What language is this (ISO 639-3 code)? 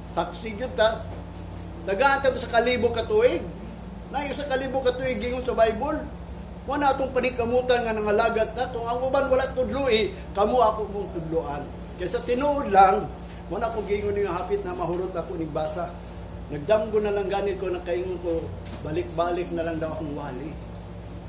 ceb